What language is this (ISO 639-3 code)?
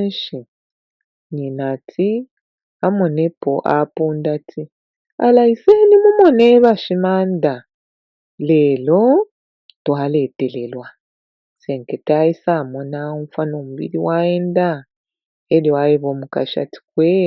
bem